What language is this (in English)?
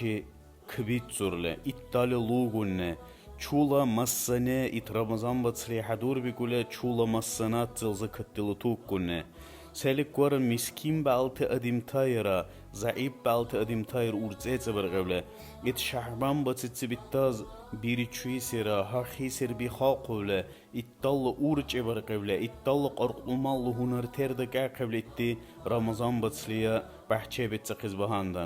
Dargwa